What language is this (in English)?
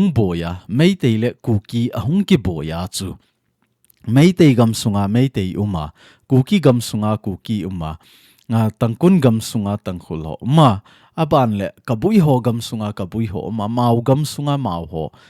Thado Chin